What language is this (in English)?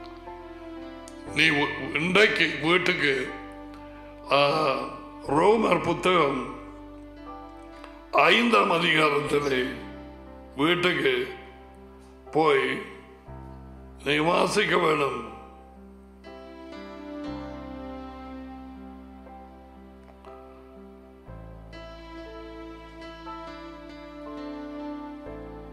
Tamil